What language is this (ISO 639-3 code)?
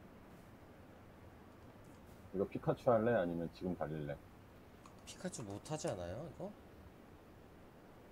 kor